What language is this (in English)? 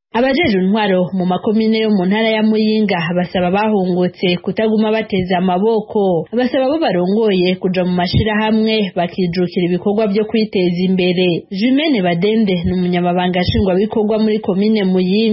Rundi